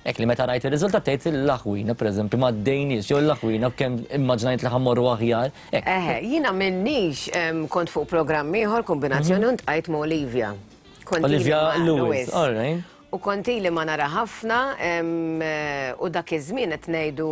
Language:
Maltese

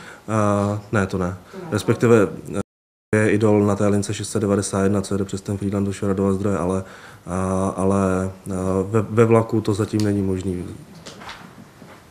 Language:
Czech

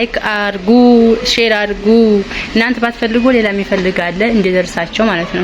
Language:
Amharic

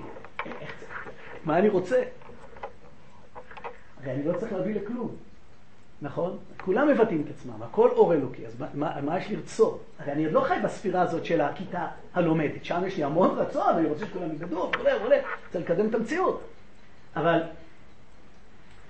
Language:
Hebrew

